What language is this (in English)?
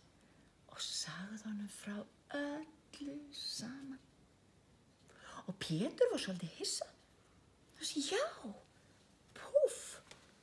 Icelandic